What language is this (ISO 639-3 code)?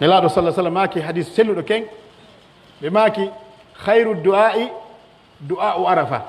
fuf